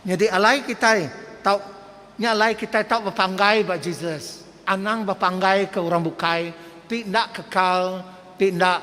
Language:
Iban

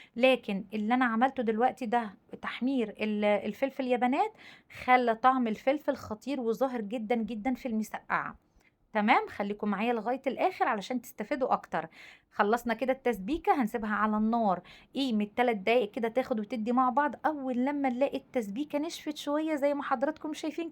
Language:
Egyptian Arabic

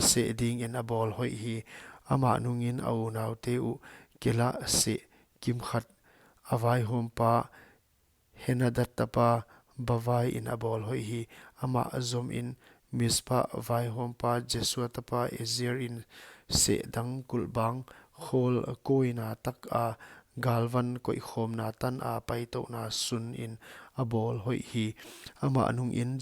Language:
Paite Chin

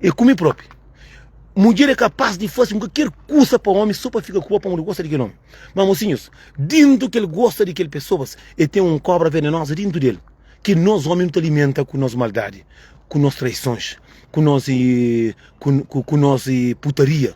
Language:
Kabuverdianu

